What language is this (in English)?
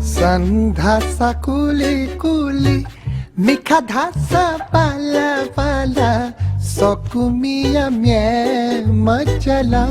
Newari